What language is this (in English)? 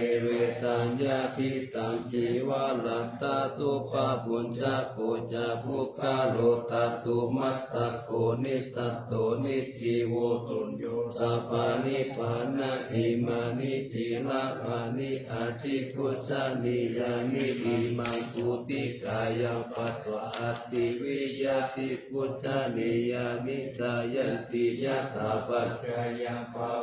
Pali